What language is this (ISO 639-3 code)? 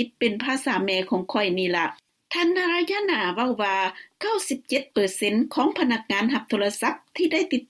lao